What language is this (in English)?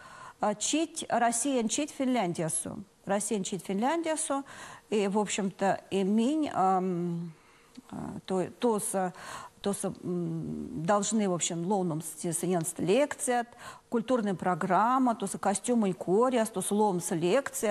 Erzya